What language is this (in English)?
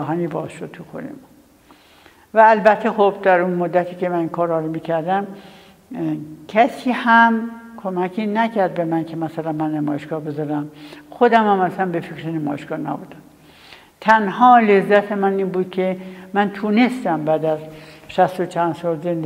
Persian